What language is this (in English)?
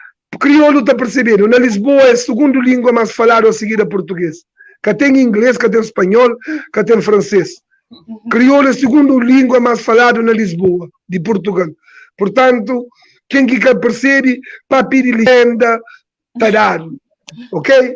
Kabuverdianu